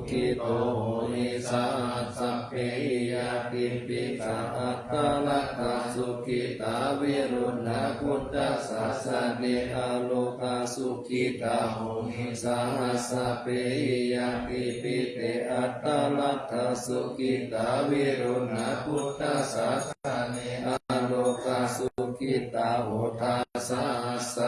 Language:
Pali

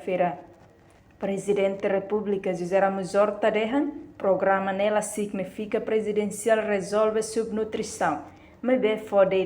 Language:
Tetum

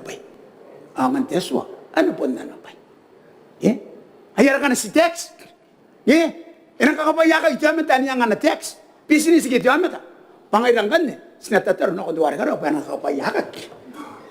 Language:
Gilbertese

